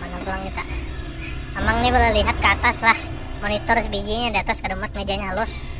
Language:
Banjar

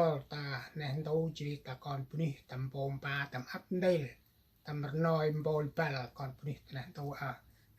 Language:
Central Mnong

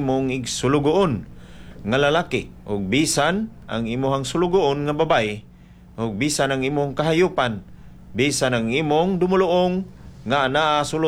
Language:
Cebuano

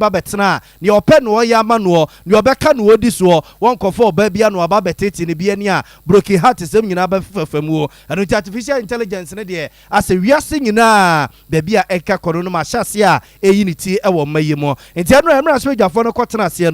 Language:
Akan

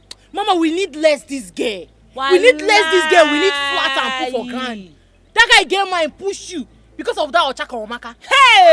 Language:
Nigerian Pidgin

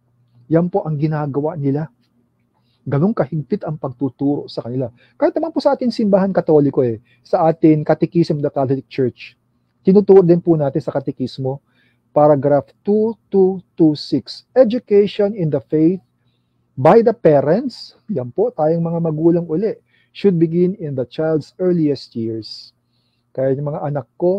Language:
Filipino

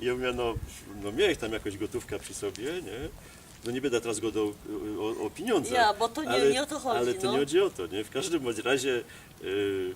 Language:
Silesian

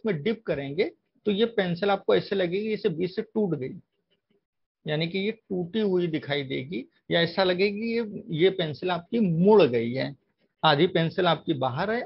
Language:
Hindi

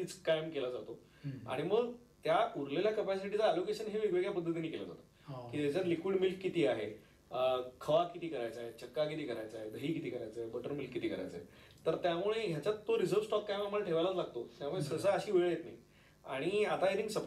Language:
Marathi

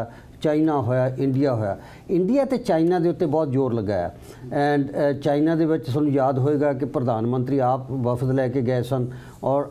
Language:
Punjabi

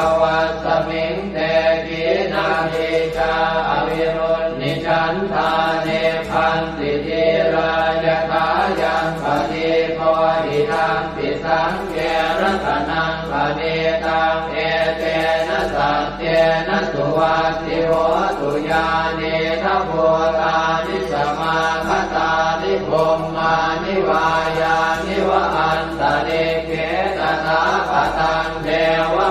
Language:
Pali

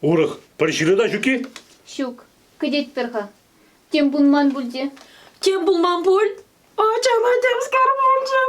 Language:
Chuvash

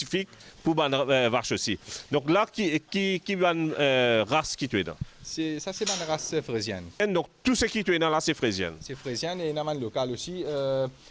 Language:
Morisyen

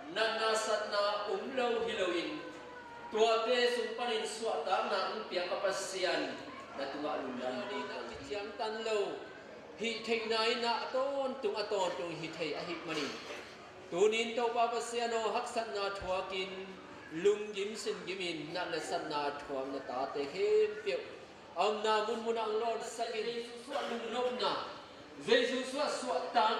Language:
Tedim Chin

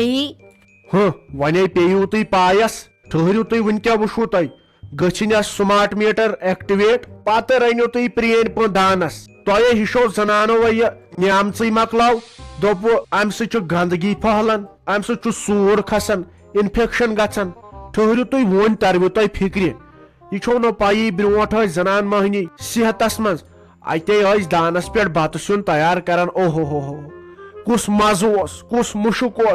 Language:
Kashmiri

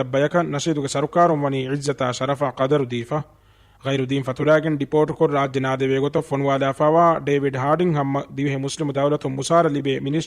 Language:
Divehi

